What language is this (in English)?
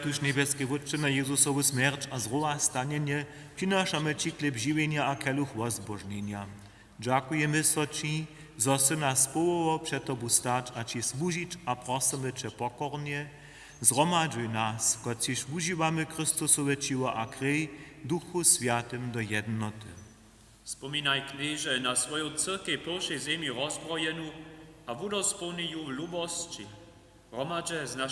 Upper Sorbian